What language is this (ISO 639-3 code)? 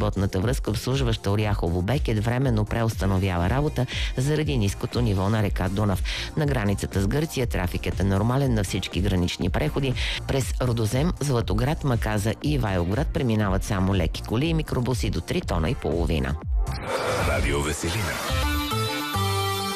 bul